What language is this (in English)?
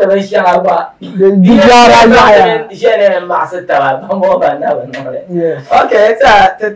Dagbani